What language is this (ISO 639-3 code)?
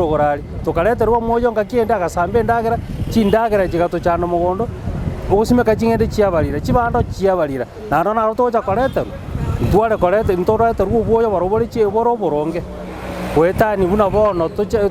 guz